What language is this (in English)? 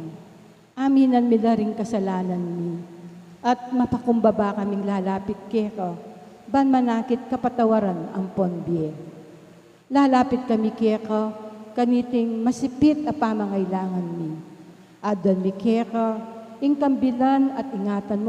Pampanga